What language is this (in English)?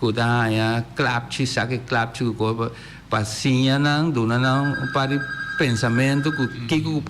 Papiamento